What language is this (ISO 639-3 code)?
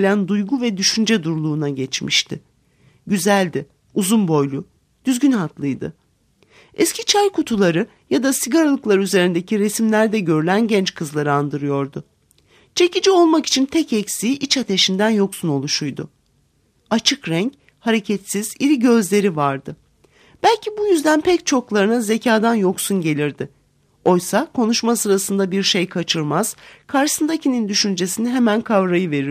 tur